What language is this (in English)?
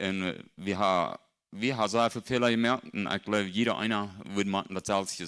Plautdietsch